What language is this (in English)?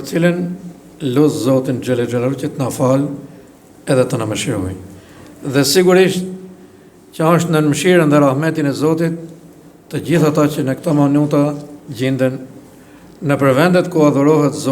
Albanian